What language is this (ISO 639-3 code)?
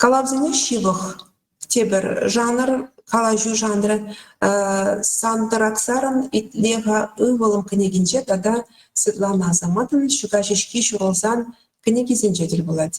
chv